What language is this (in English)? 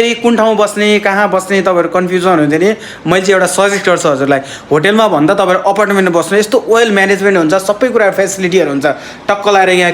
Nepali